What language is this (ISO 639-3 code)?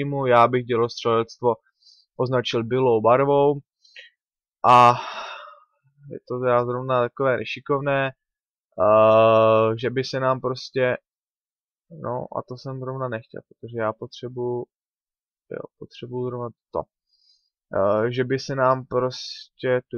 ces